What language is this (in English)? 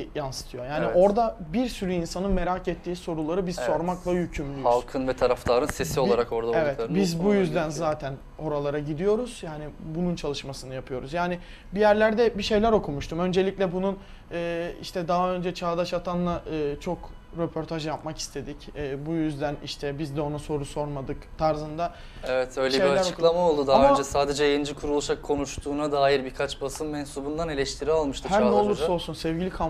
Turkish